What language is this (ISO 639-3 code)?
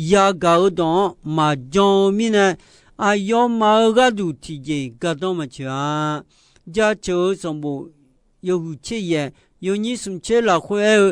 ahk